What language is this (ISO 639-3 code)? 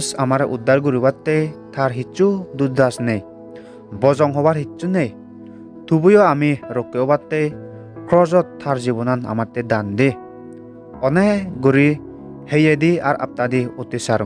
ccp